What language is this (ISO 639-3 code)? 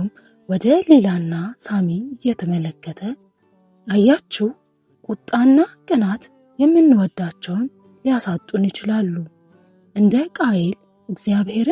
amh